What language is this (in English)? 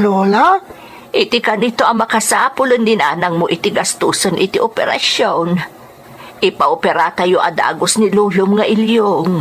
Iloko